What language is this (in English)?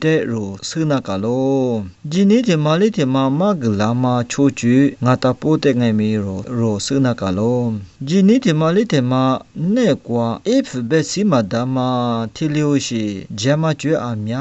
Lisu